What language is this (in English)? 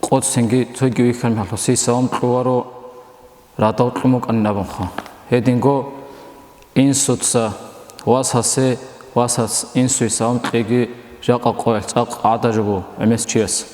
Avaric